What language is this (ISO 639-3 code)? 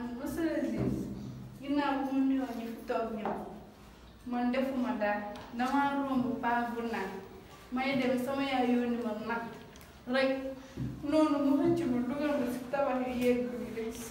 wol